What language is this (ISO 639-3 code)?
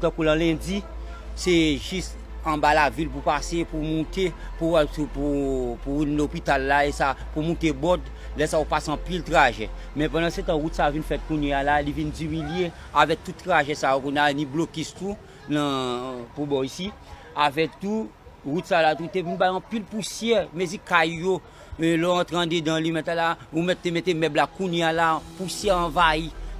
hat